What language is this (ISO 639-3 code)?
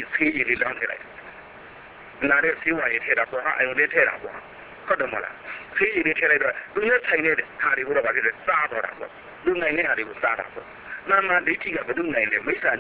mya